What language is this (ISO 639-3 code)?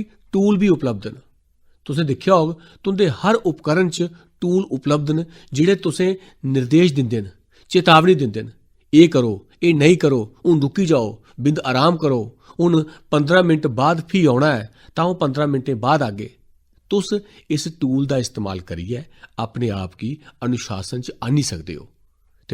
doi